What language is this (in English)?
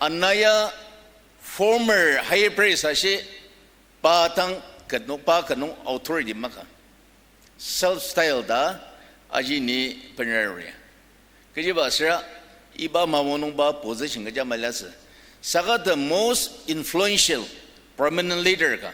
Ao Naga